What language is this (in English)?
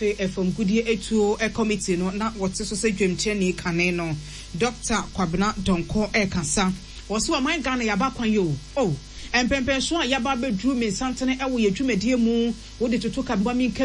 Akan